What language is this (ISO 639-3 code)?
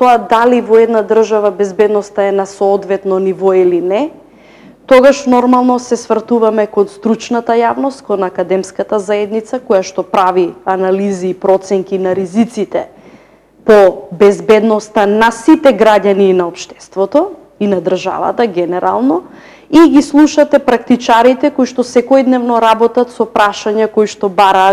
mkd